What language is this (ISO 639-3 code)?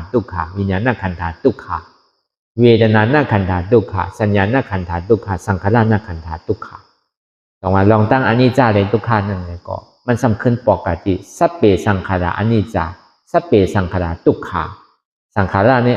shn